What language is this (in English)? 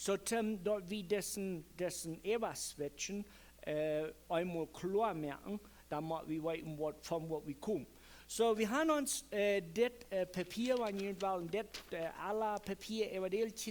Plautdietsch